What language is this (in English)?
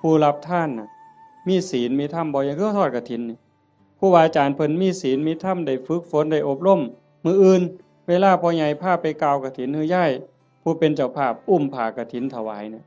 Northeastern Thai